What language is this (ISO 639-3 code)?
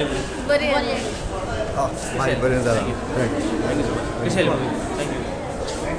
kok